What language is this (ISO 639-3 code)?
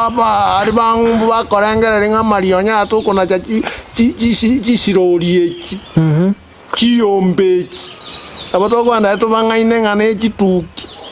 guz